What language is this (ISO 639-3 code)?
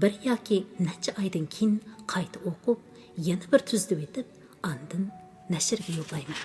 uig